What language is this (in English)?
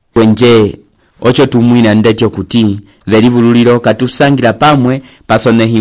Umbundu